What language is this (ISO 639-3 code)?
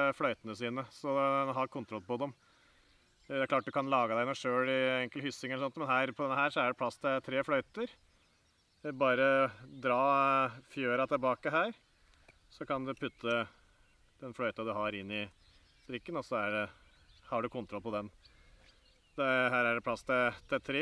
nor